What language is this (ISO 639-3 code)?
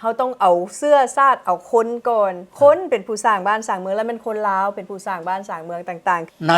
lao